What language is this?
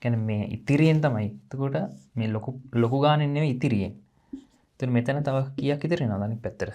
Sinhala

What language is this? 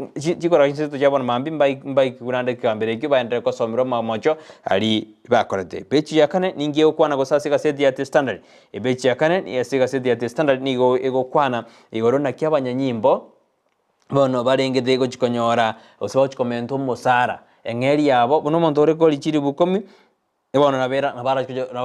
Gusii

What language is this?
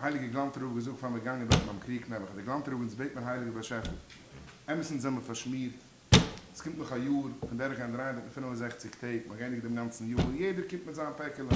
Yiddish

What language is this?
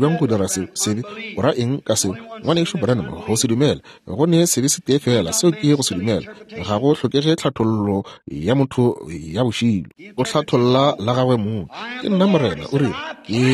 Northern Sotho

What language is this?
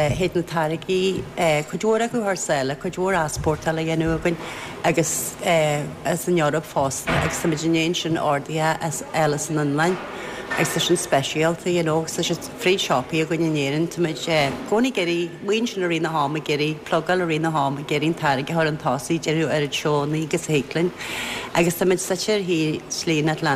Irish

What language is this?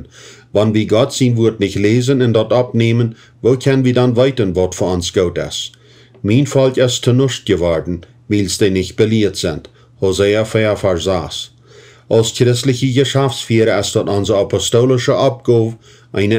Plautdietsch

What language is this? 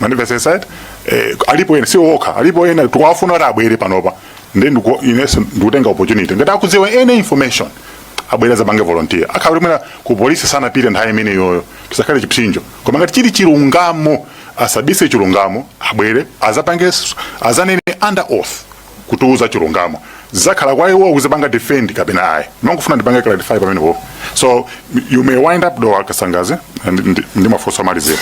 Nyanja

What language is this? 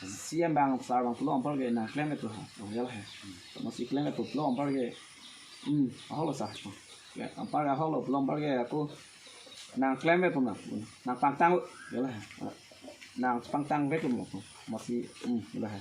Karbi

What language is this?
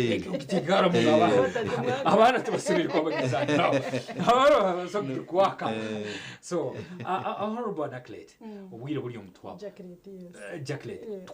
Nyankole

